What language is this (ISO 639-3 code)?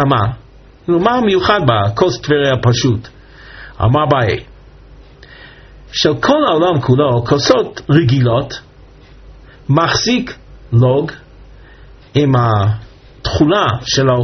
heb